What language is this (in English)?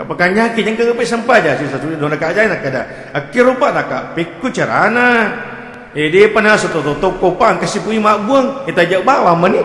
Buginese